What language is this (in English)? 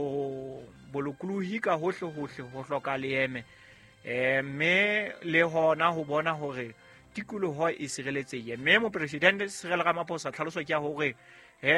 Southern Sotho